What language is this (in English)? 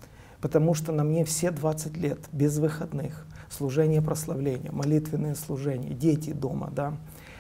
Russian